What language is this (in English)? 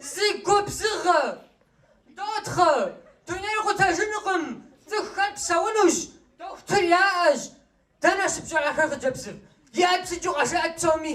Kabardian